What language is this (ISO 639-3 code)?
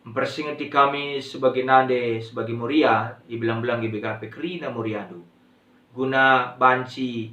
btx